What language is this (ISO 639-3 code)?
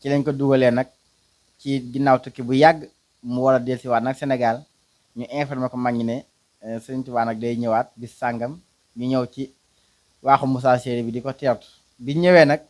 wol